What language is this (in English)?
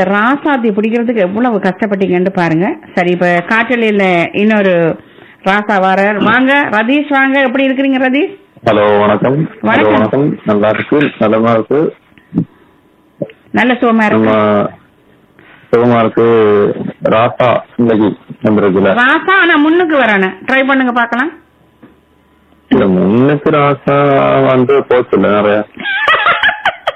Tamil